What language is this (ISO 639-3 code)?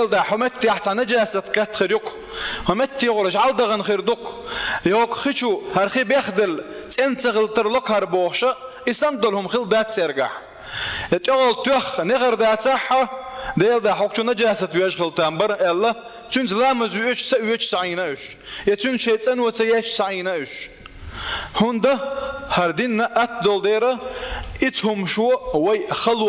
che